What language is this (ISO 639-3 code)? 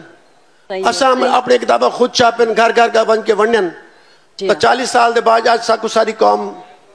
skr